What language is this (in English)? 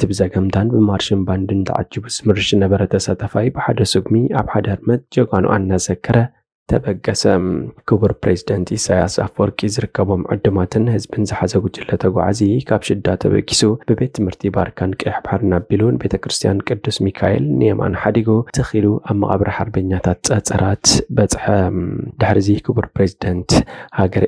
Tigrinya